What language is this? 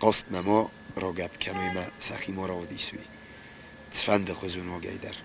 Ossetic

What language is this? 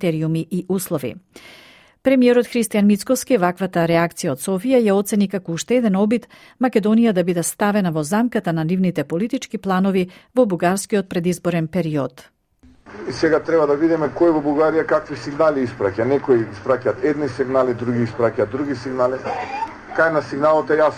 Macedonian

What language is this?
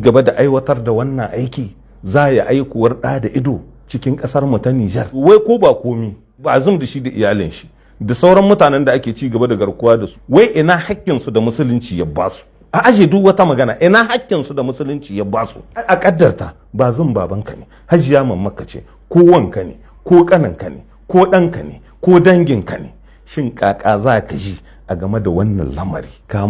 Hausa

